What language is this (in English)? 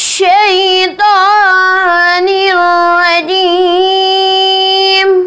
Urdu